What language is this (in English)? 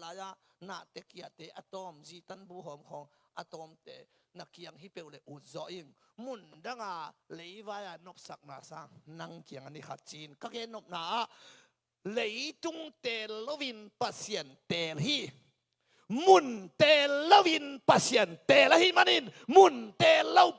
Tedim Chin